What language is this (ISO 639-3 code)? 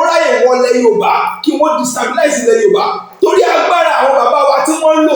yor